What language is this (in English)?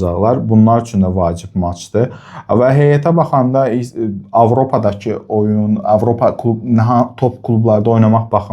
Azerbaijani